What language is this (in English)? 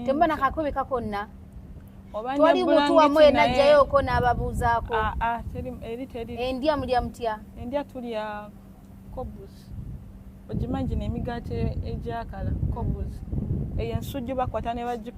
Ganda